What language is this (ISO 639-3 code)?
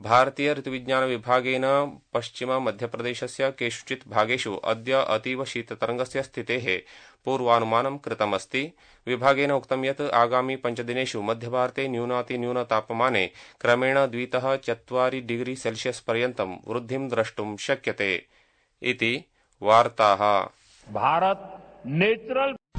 san